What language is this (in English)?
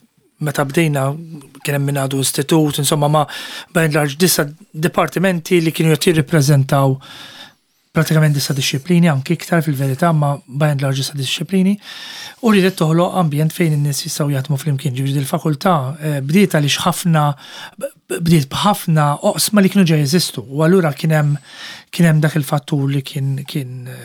Maltese